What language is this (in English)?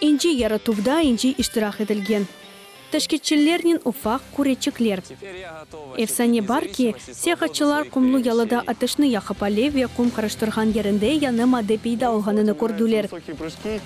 Crimean Tatar